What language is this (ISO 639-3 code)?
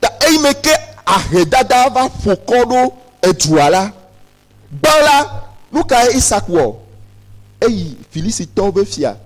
ewe